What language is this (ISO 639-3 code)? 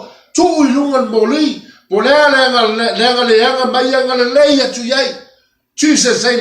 smo